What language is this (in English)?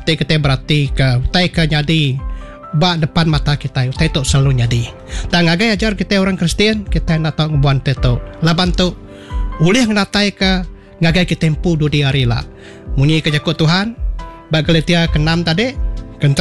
Iban